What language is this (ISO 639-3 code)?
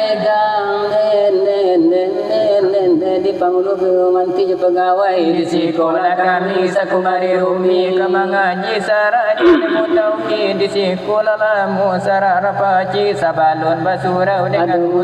min